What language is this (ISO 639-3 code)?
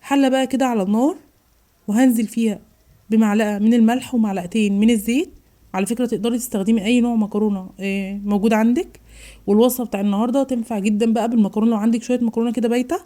arz